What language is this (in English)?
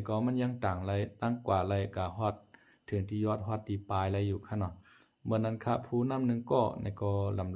Lao